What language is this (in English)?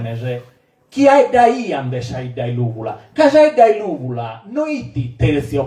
Sardinian